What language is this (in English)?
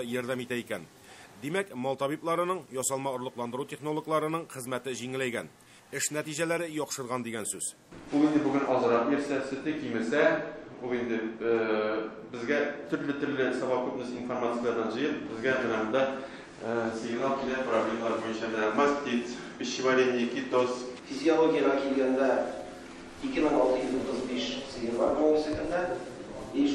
Tatar